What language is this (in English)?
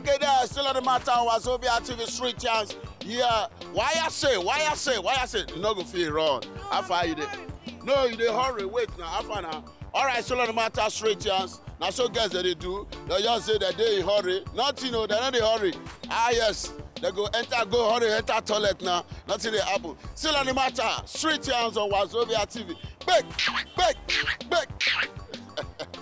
Nigerian Pidgin